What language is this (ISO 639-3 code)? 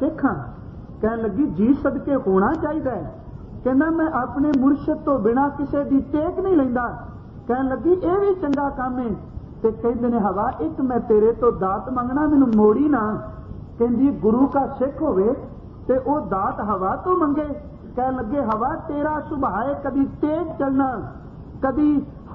pan